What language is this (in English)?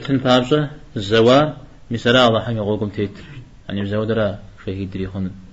Kabardian